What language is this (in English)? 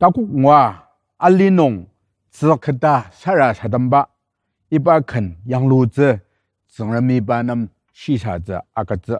Ao Naga